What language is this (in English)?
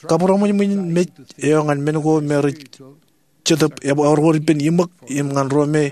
Marshallese